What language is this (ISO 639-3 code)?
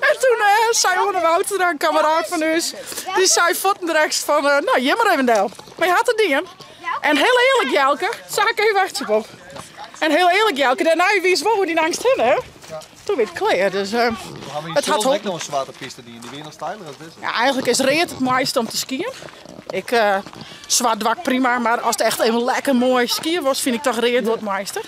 fry